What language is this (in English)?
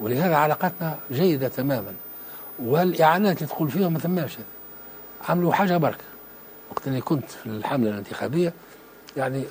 Tunisian Arabic